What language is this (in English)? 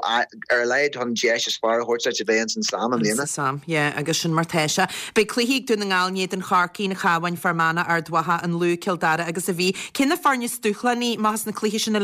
Irish